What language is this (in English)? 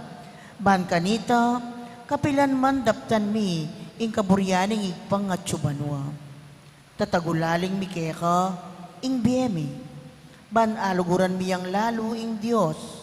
Pampanga